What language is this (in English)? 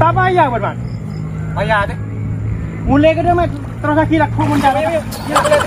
Madurese